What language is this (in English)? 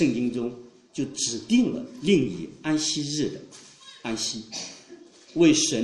Chinese